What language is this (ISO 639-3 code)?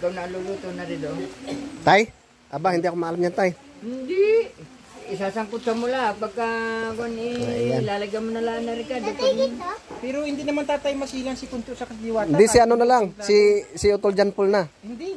fil